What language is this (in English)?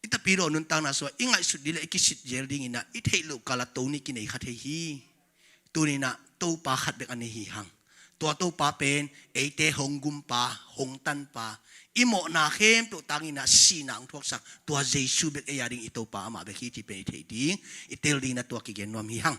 Tedim Chin